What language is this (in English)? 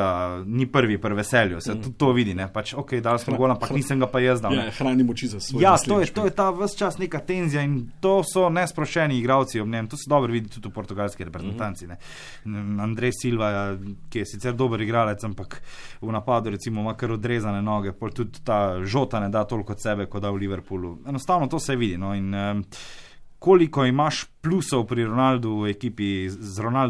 Slovenian